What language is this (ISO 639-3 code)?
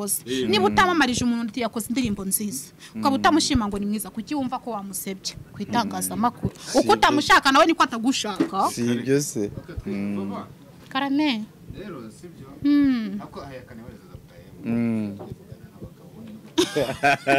kin